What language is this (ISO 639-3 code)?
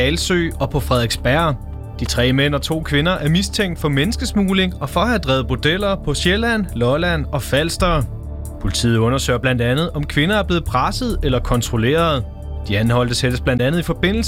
dan